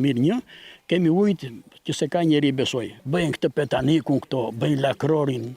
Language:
Albanian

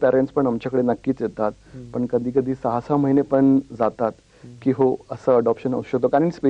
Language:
Marathi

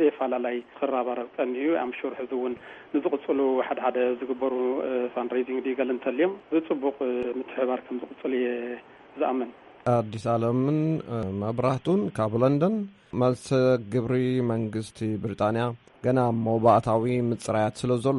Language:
Tigrinya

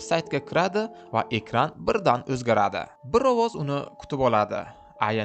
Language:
Uzbek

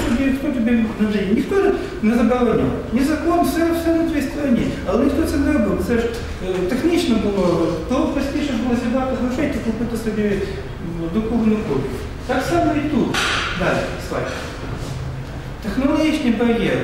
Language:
Ukrainian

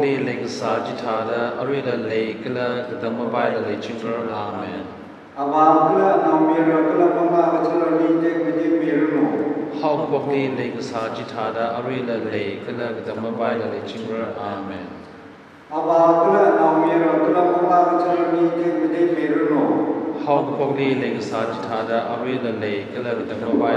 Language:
Tangkhul Naga (India)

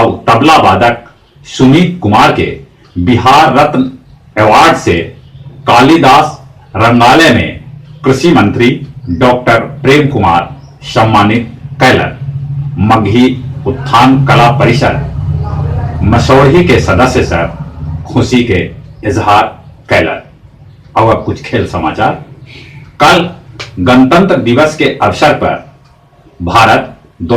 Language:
Magahi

